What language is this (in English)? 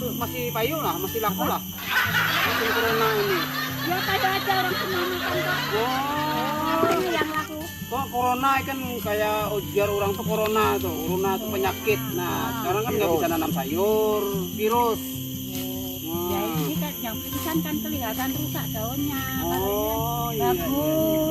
Banjar